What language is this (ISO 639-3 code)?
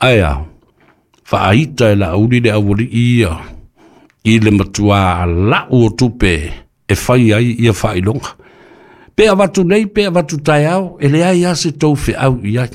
smo